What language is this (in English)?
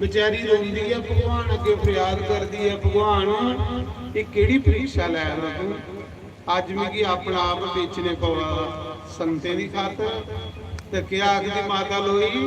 Dogri